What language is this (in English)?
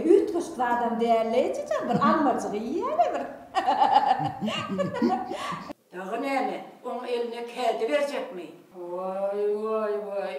Turkmen